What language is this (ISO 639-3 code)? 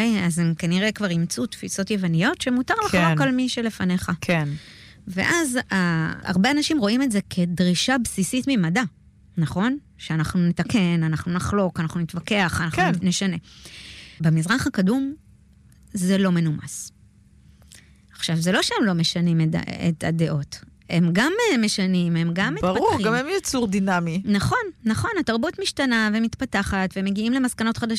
heb